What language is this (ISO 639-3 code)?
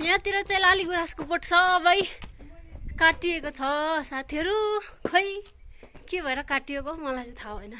nep